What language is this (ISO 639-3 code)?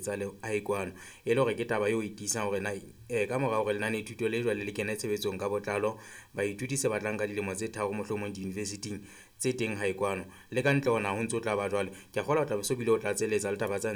sot